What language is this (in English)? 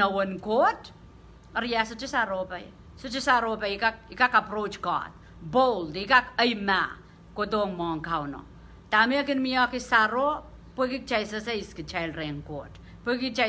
Pohnpeian